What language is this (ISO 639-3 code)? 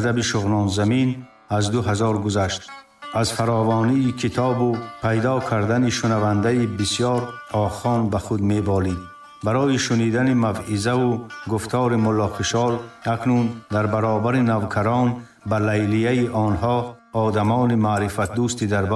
tgk